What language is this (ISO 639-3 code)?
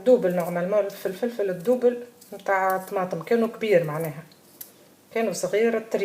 aeb